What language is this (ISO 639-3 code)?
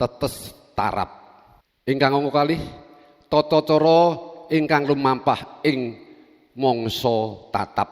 jav